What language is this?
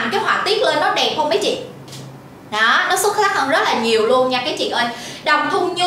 Vietnamese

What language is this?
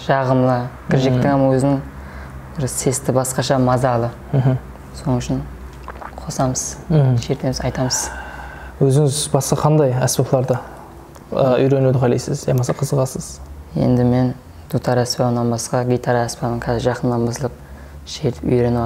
Kara-Kalpak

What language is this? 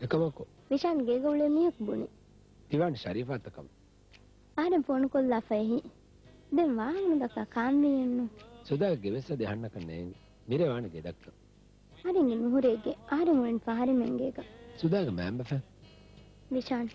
Divehi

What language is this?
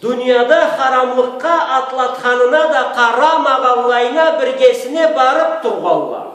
Karachay-Balkar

